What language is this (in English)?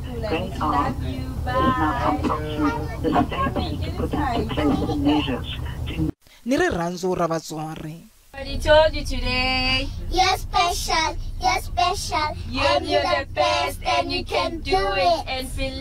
Tsonga